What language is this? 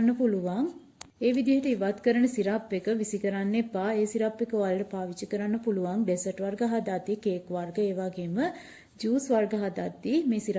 Sinhala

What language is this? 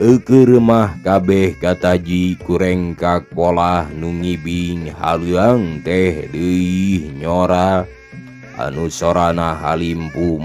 Sundanese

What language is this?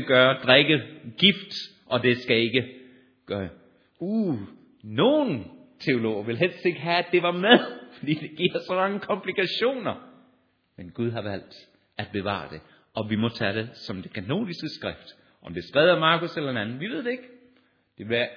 Danish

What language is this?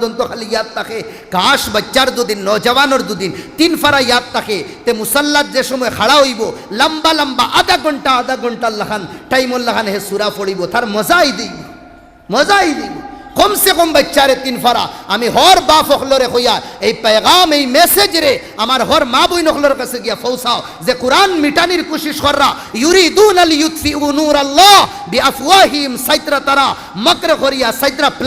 Sylheti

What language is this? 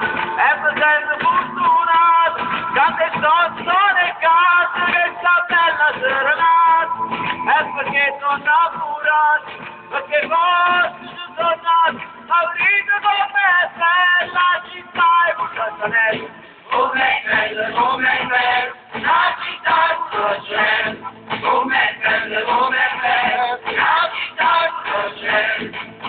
Neapolitan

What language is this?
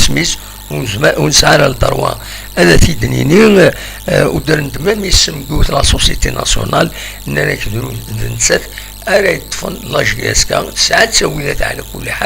Kabyle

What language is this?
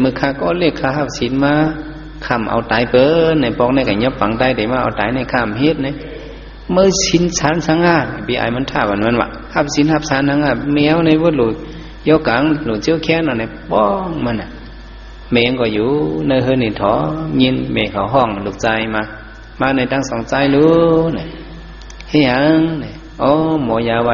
Shan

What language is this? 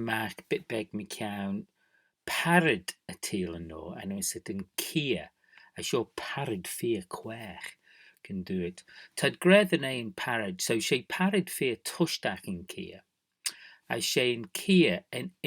Manx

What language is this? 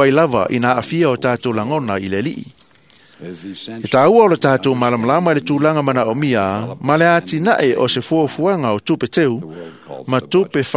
Samoan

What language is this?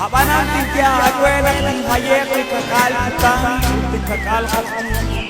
Kekchí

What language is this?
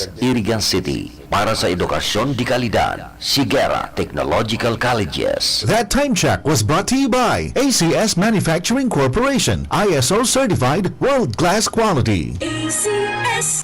Bikol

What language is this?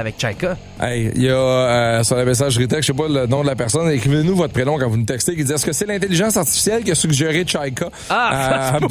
French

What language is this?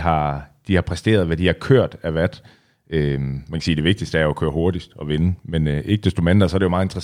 Danish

